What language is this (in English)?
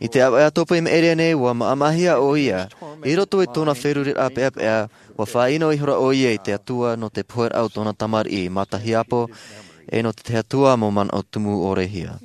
Tahitian